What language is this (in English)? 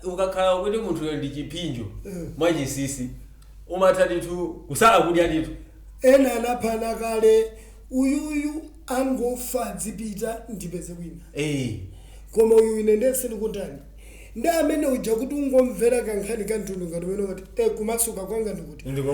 Nyanja